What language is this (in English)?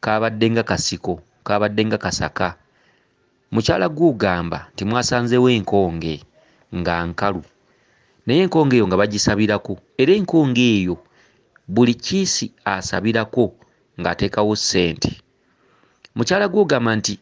Ganda